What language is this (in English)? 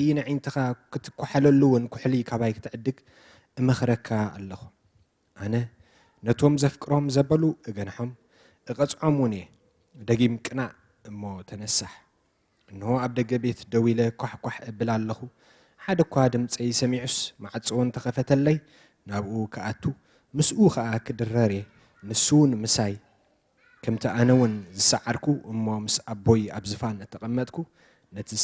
Tigrinya